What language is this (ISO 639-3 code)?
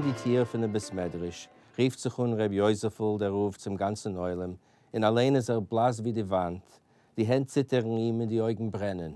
yid